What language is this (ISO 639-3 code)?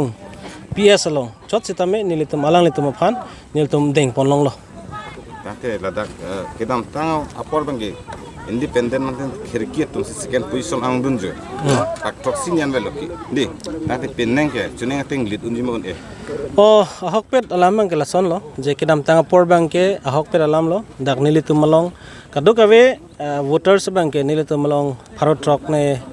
mjw